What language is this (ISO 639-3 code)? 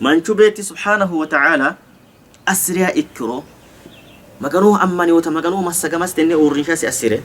sid